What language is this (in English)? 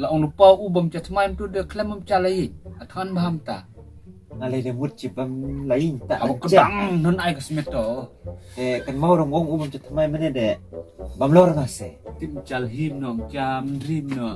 Khasi